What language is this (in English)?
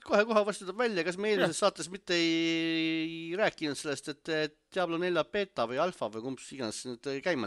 Estonian